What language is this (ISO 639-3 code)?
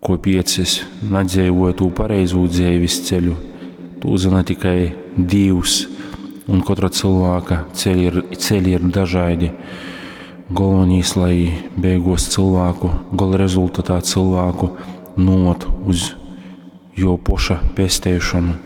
ltg